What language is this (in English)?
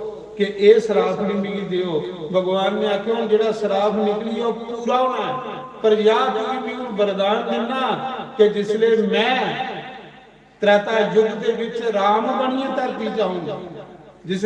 Dogri